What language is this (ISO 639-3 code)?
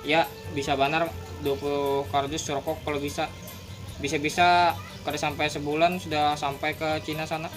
bjn